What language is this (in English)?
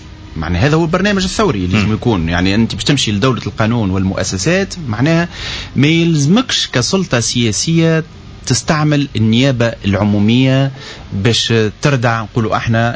Tunisian Arabic